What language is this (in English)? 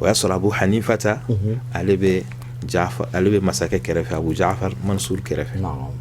Bambara